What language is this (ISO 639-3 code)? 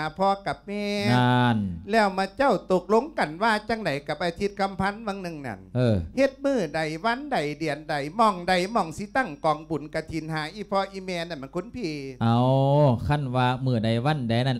lao